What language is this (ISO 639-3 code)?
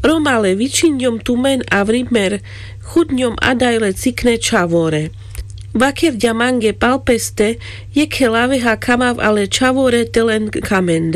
rmc